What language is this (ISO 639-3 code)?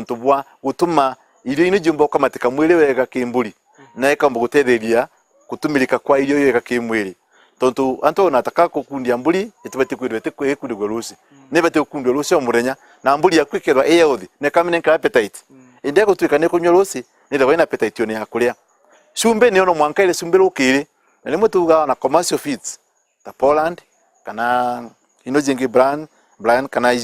mer